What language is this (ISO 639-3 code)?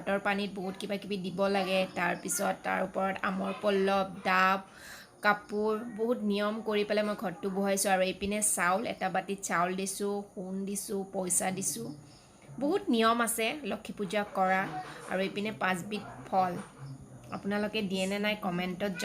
asm